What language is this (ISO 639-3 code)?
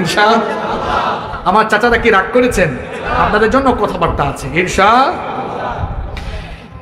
ben